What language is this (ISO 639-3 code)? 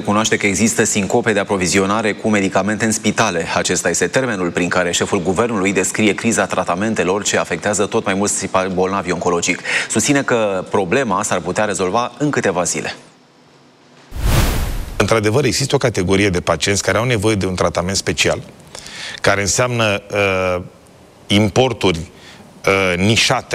ron